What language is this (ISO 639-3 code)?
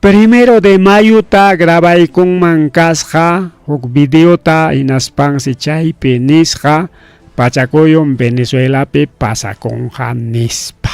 quy